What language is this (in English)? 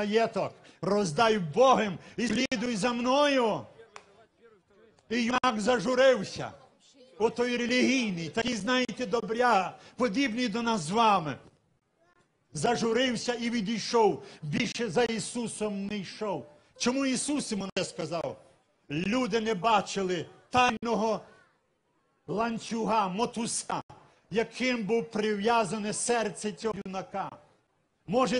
Ukrainian